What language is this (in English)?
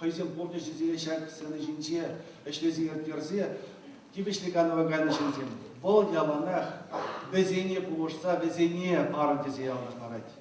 Chuvash